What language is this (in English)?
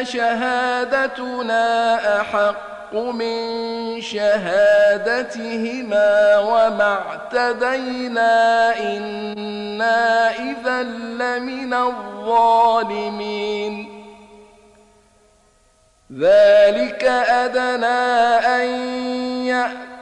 Arabic